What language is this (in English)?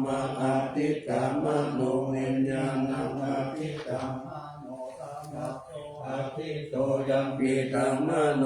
Pali